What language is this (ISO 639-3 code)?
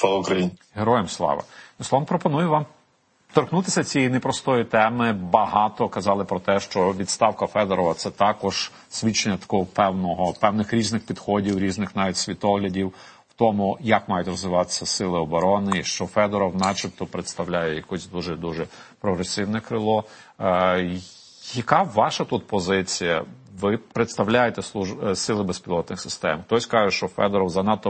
ukr